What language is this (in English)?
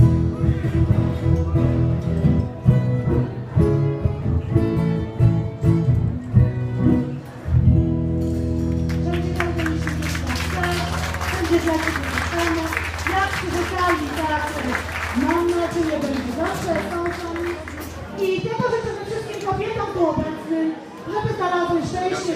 Polish